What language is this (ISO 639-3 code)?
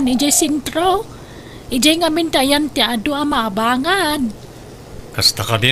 ilo